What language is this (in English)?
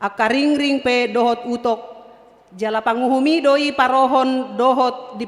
Batak Toba